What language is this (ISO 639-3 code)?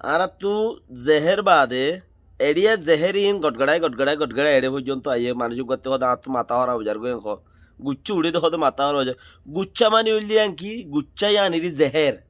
rhg